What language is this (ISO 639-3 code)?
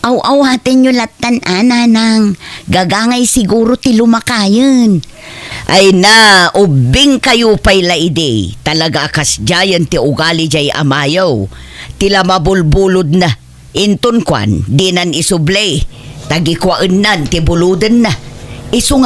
ilo